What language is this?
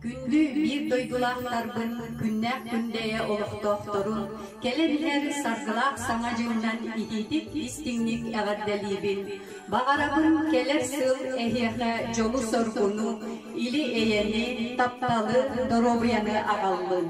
Yakut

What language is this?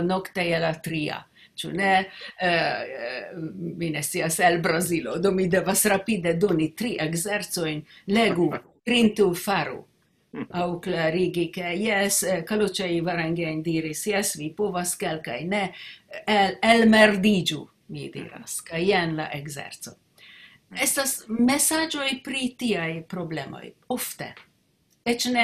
Esperanto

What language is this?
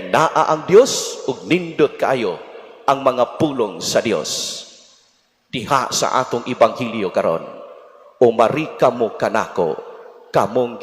Cebuano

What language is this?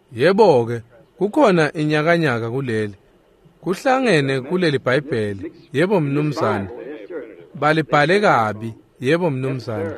Swati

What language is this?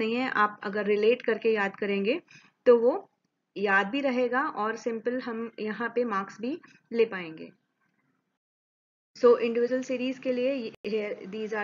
Hindi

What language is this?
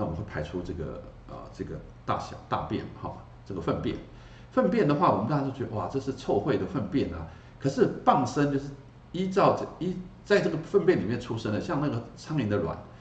Chinese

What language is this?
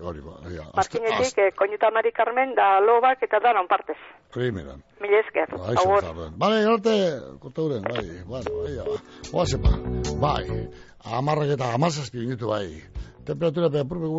Basque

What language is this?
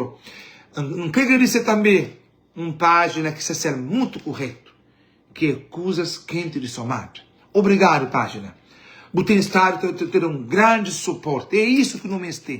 Kabuverdianu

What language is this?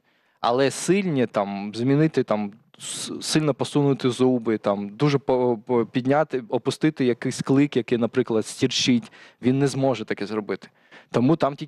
Ukrainian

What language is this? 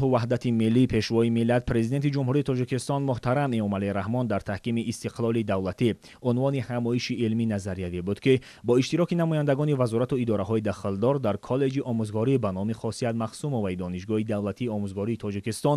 Tajik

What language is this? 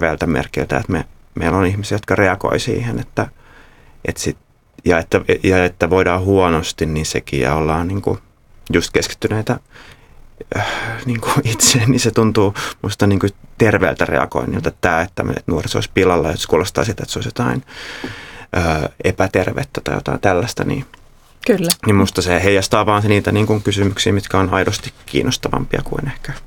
Finnish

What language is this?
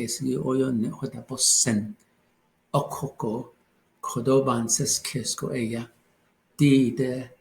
Navajo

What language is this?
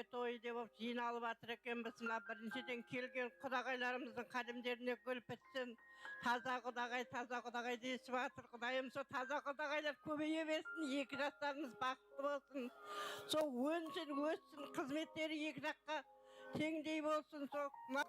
Kara-Kalpak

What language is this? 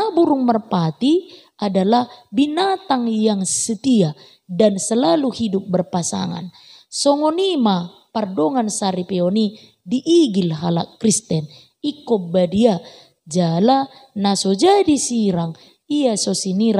Batak Toba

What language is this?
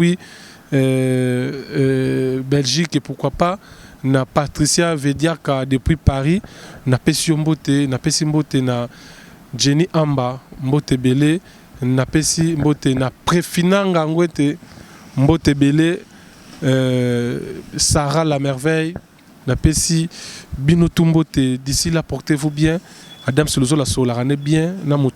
Lingala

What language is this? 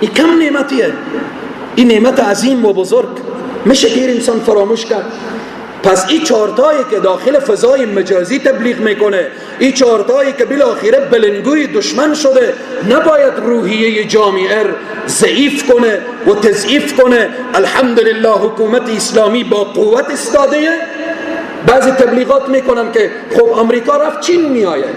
Persian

